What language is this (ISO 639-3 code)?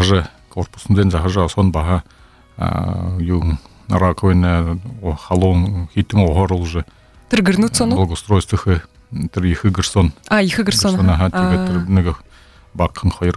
bua